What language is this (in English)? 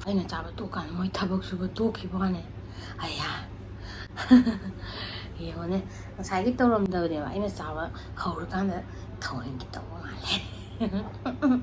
Manipuri